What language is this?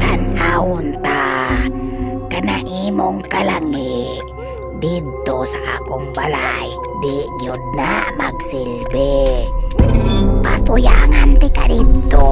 Cebuano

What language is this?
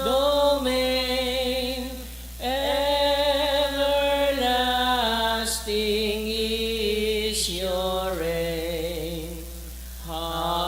Bikol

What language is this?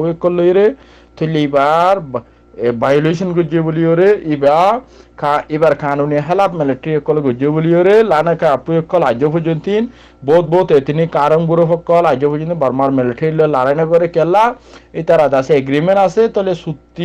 Rohingya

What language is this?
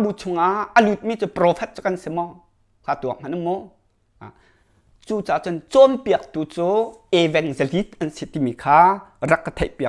Hakha Chin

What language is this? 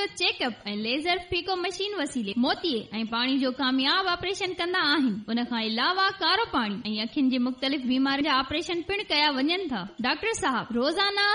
Sindhi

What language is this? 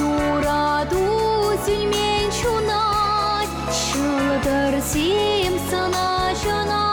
Chuvash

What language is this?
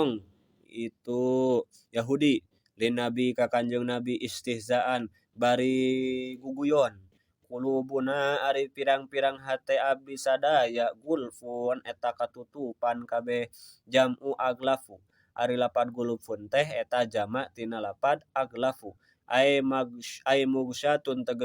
Sundanese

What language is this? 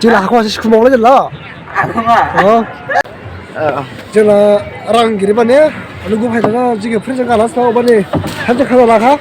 Dimasa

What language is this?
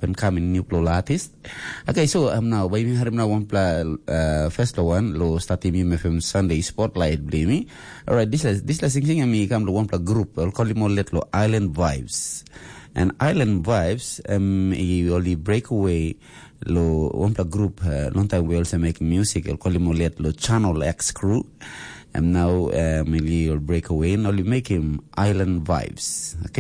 Tok Pisin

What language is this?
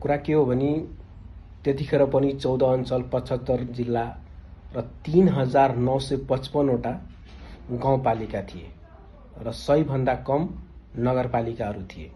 Nepali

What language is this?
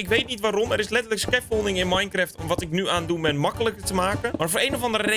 Dutch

